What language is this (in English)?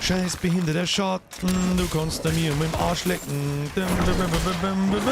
Bavarian